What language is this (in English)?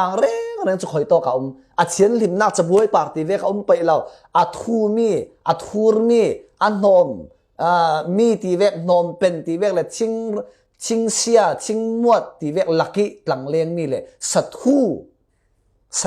Falam Chin